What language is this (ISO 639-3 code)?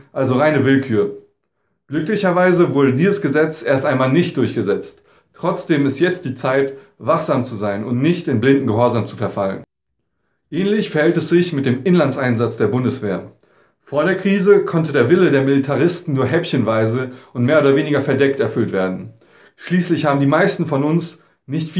deu